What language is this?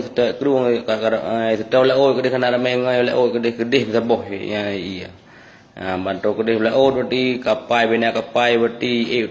Achinese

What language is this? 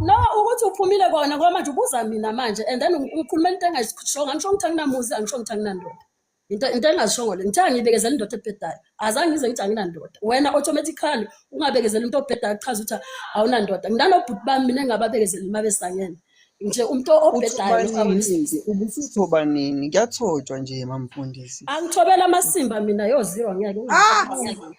Zulu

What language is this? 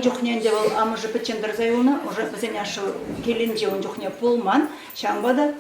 Chuvash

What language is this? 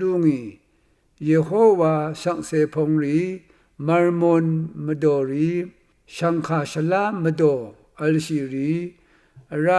Rawang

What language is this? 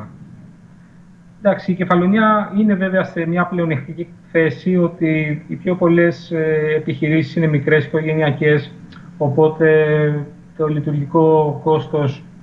Greek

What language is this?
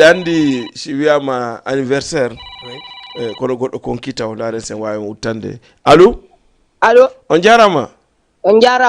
Fula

